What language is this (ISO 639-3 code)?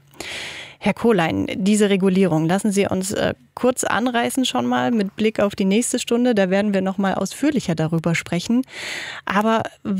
deu